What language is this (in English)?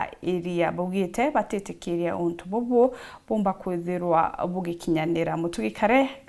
Meru